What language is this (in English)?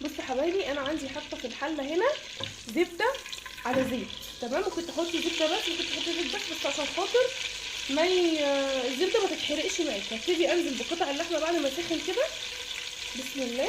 Egyptian Arabic